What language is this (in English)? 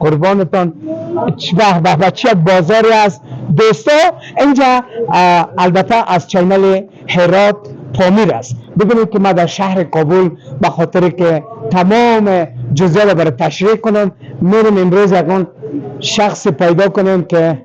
Persian